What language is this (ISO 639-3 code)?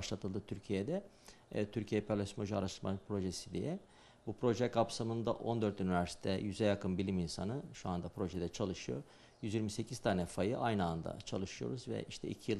tur